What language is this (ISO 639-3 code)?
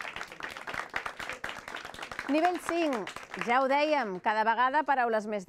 cat